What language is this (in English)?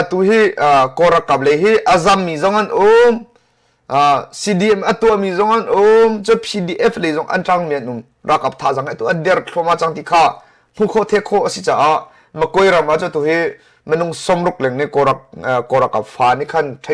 Hakha Chin